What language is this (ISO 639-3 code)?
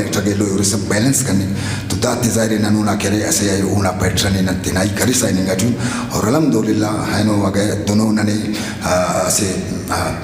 brh